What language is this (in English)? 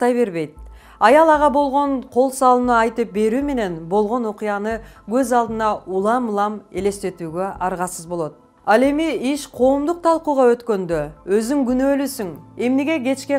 Kyrgyz